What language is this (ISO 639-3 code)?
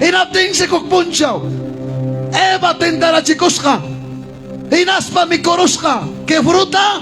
quy